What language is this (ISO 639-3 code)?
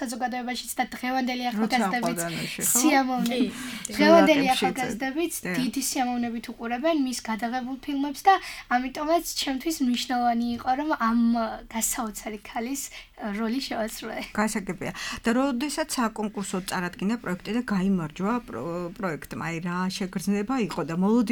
kat